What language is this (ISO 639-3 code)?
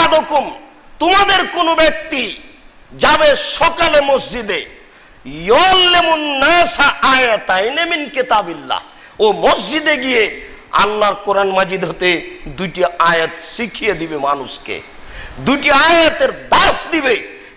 ben